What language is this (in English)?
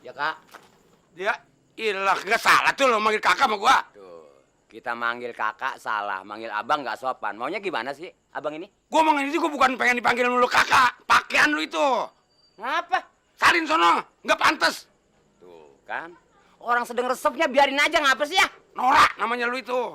Betawi